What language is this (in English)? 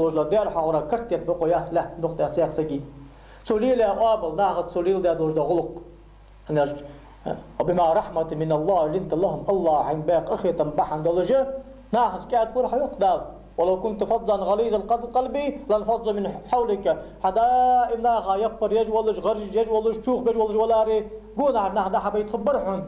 Ingush